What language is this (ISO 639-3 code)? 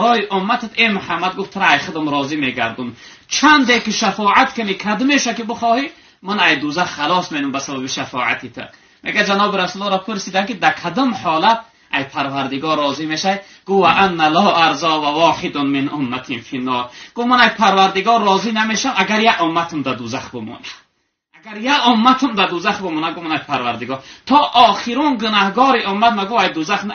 tgk